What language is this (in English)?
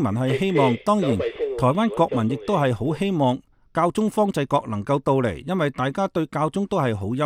Cantonese